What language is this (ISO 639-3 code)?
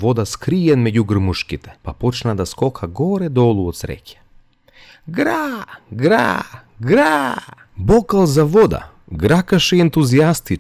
mkd